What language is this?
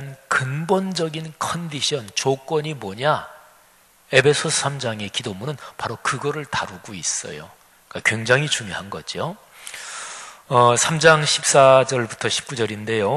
Korean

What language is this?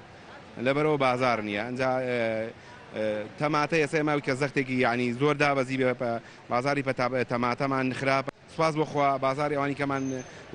Central Kurdish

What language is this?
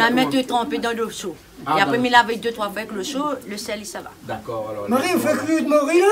Réunion Creole French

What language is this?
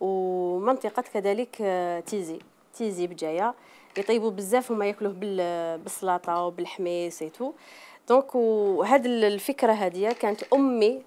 Algerian Arabic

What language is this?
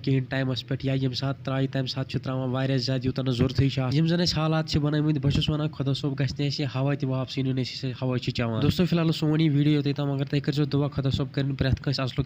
Kashmiri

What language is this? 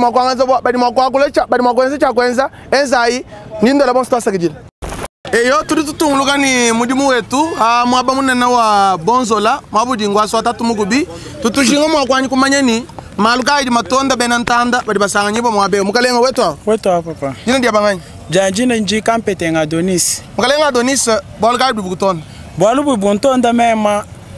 Luba-Lulua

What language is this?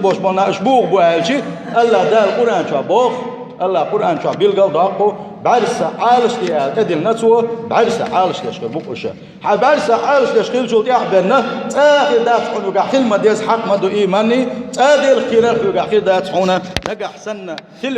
Chechen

